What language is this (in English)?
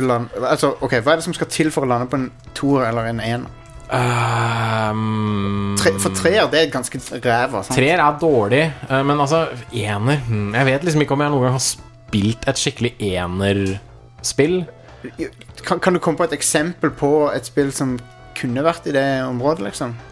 Norwegian